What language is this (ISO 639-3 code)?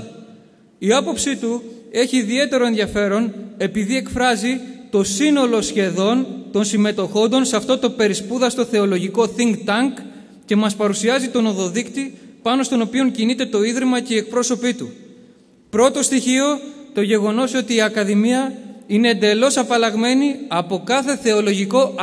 ell